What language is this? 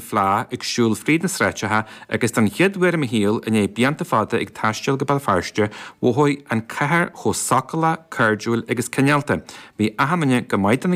Irish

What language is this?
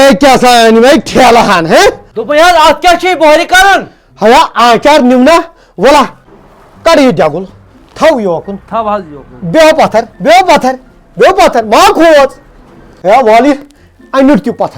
Kashmiri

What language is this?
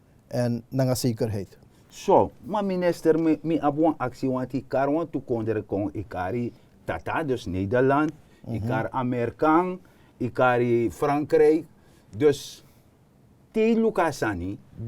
Sranan Tongo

